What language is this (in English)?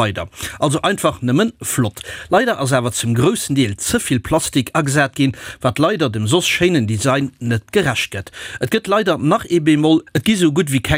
Luxembourgish